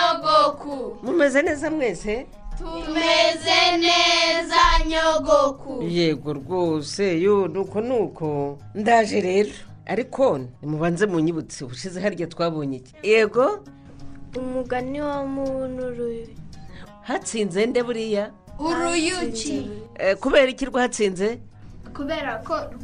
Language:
Kinyarwanda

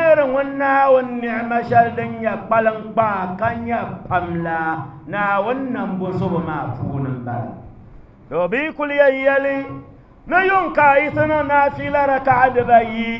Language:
Dagbani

